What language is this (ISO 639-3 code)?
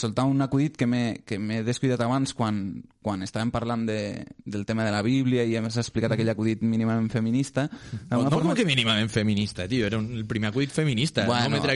cat